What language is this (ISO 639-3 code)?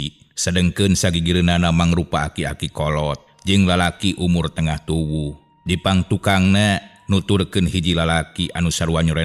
sun